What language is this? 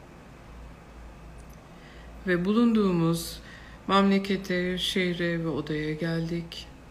Turkish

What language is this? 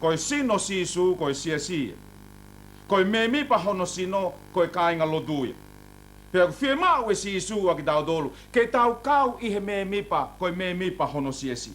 Tongan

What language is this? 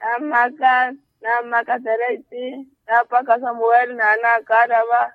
Makhuwa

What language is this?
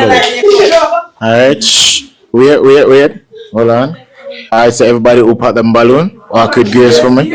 Jamaican Creole English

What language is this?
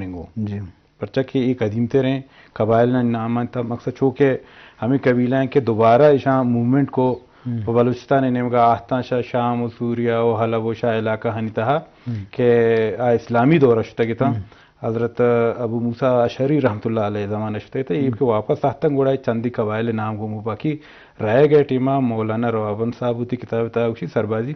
Eastern Balochi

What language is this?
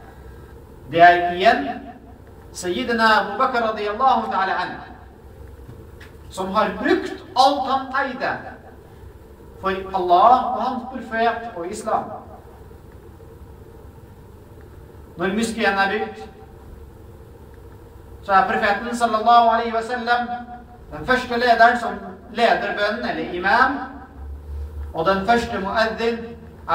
Norwegian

